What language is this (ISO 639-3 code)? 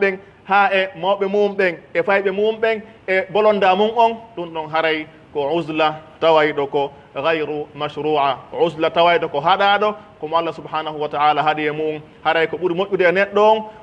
fuf